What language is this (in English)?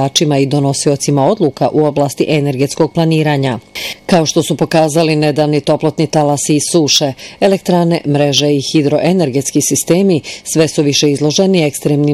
Bosnian